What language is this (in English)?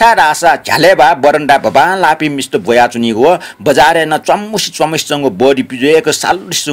Newari